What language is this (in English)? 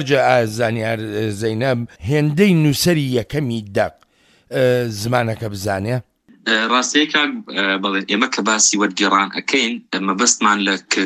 Central Kurdish